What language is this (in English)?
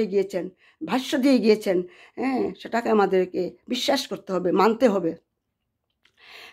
Bangla